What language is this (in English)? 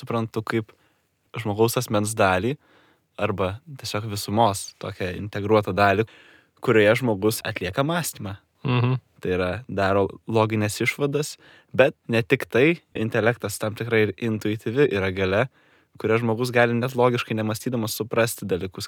Lithuanian